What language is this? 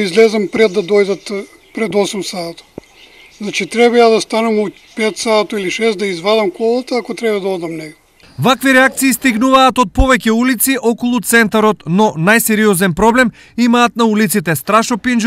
Macedonian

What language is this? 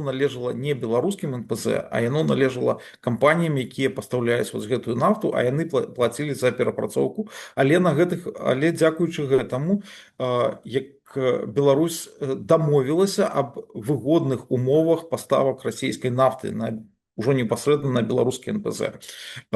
Belarusian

